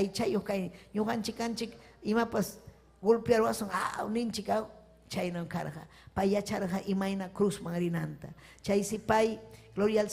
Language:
Ayacucho Quechua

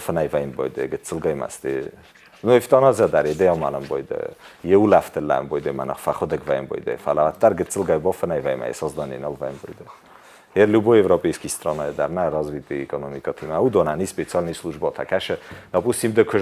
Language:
Ossetic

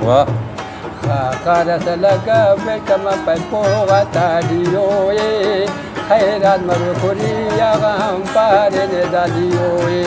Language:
Brahui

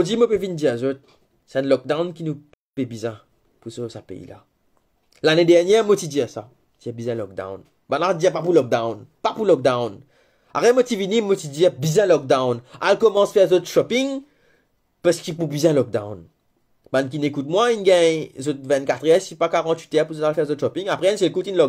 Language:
Morisyen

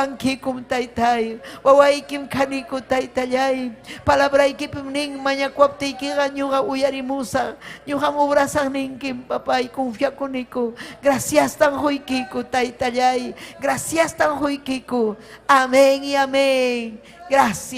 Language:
Ayacucho Quechua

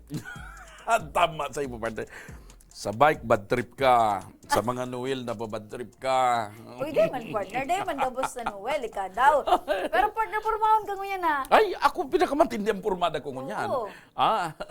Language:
Bikol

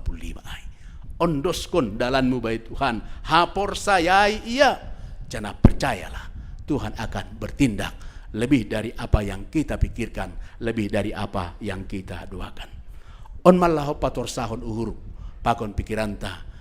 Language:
Batak Simalungun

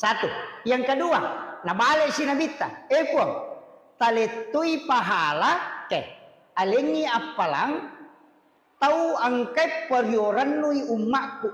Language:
Buginese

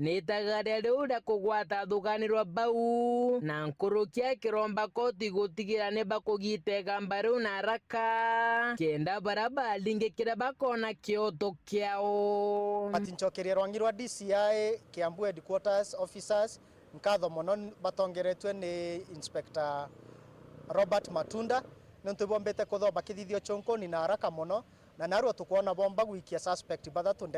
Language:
Meru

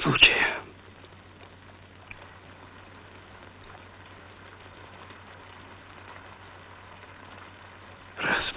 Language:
Bulgarian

